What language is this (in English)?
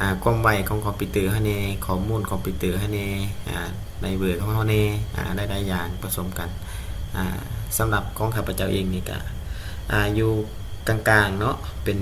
Lao